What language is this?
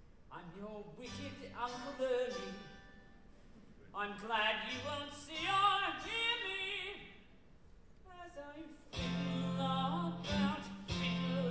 English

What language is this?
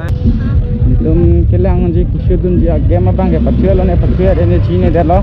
Karbi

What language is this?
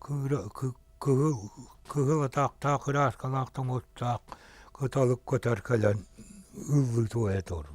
Yakut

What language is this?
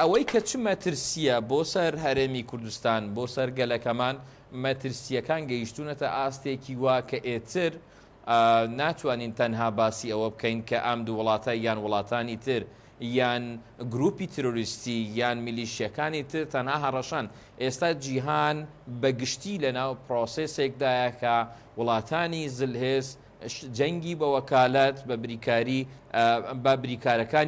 Central Kurdish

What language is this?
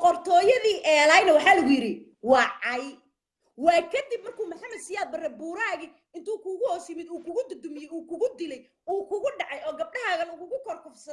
Somali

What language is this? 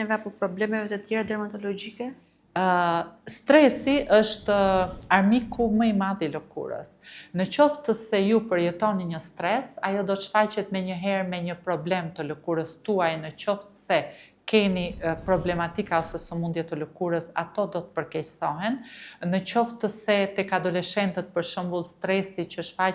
Albanian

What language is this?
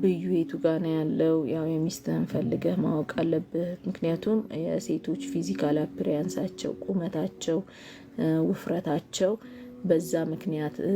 Amharic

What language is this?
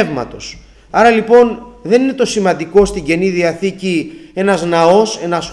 Greek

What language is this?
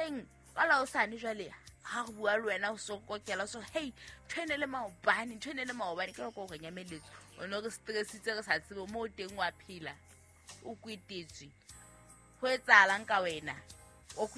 Southern Sotho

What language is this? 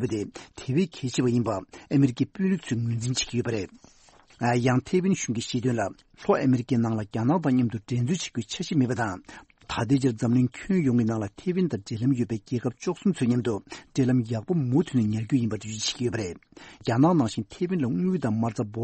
Tibetan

